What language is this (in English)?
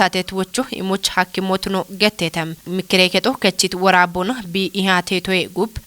Kafa